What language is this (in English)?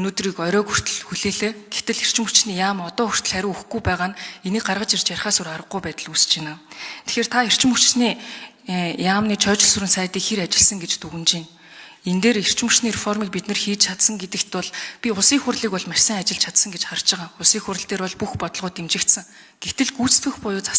Mongolian